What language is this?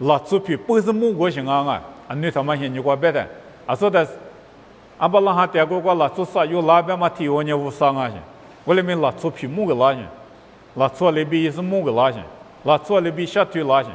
Lisu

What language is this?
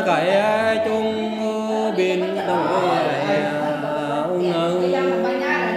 Vietnamese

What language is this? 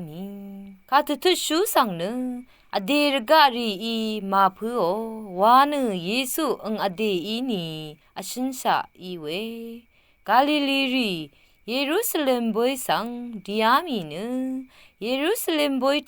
Rawang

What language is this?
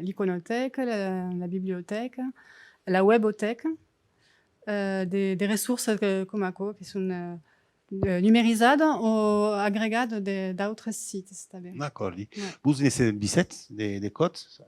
Occitan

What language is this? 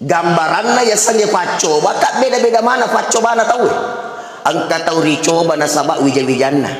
Buginese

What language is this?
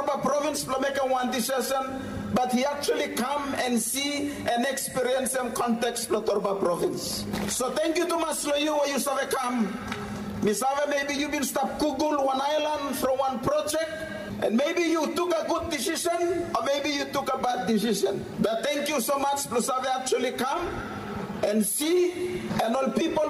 Bislama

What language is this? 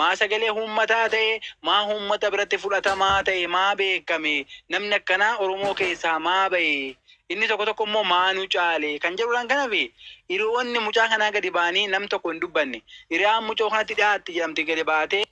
Oromo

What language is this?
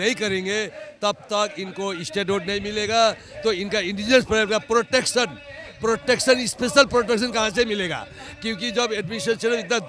Hindi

